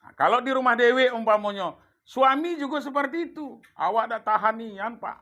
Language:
Minangkabau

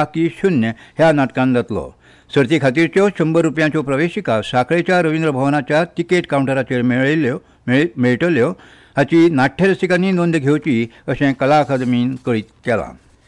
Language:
Konkani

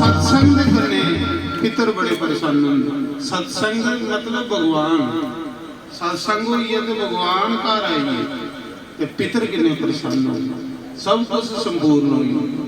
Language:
Dogri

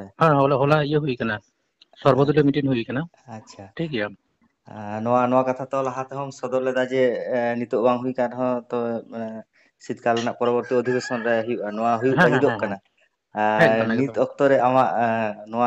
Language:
Santali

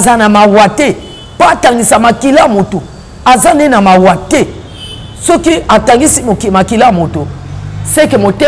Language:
Lingala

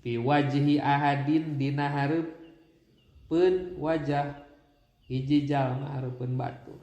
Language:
Sundanese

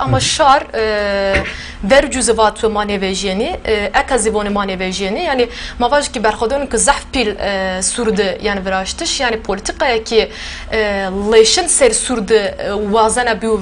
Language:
Zaza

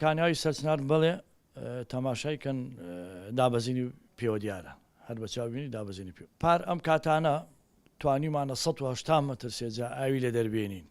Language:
Central Kurdish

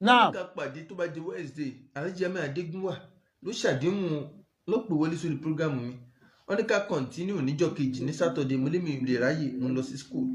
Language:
Yoruba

